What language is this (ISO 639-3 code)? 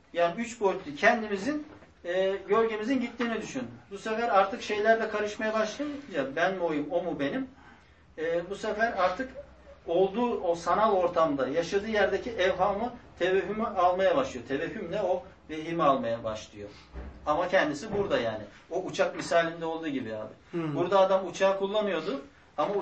tur